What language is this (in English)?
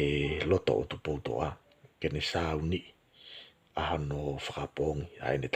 Tongan